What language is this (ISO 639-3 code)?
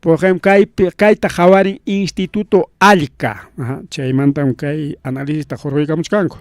quy